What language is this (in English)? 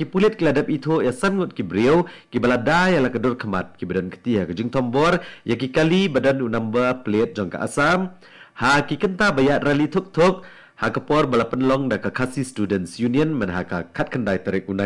Khasi